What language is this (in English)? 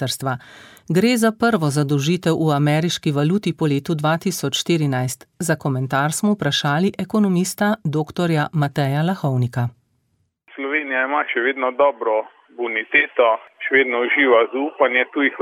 Slovenian